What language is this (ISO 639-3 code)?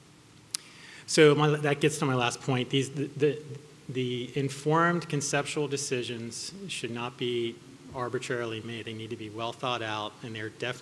eng